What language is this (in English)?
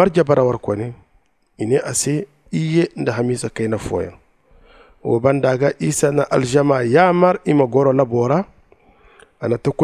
Zarma